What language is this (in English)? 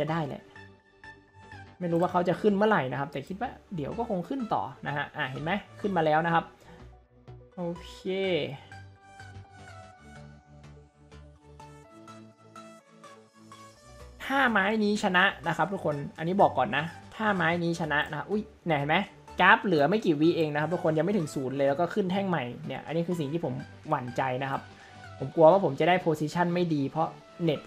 Thai